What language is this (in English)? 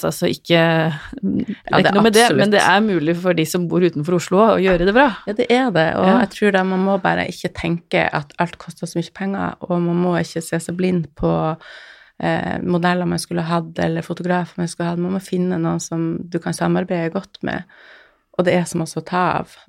Norwegian